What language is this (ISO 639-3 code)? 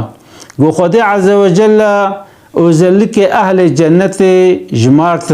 kur